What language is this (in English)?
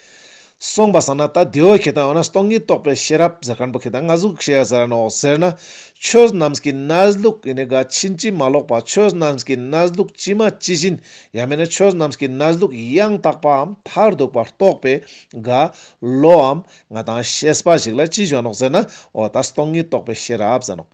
Ladakhi